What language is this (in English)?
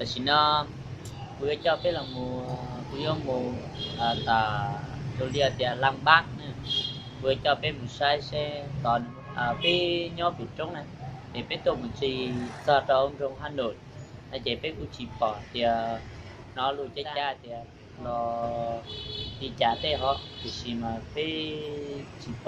Hmong